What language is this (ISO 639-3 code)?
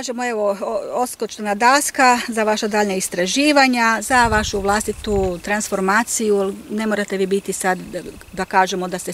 hrv